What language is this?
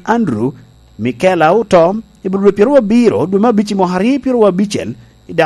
Lango (Uganda)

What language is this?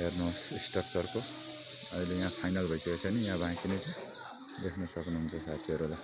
Nepali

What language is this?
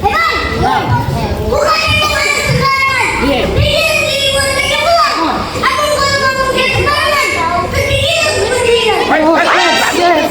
Betawi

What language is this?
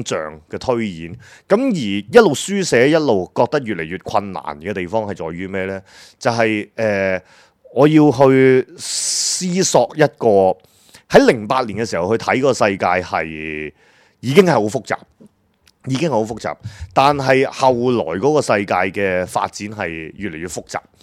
Cantonese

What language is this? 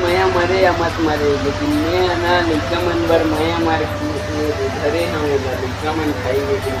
Chhattisgarhi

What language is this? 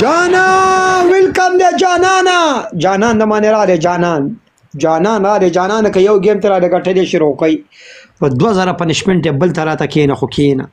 Pashto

